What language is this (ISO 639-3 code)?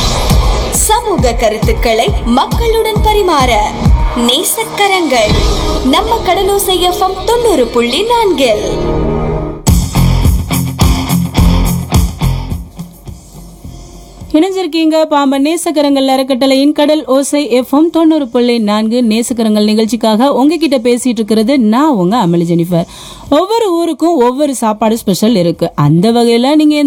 tam